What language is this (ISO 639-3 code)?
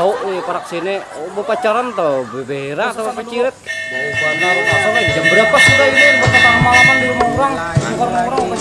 bjn